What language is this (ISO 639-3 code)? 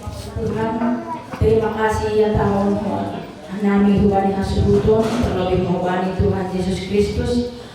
bts